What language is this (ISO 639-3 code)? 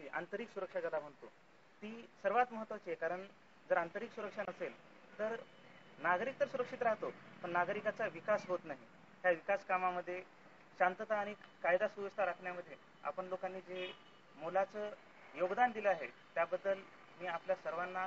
mar